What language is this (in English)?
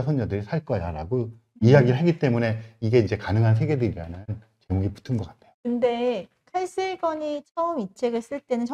Korean